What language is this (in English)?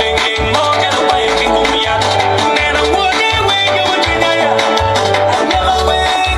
Acoli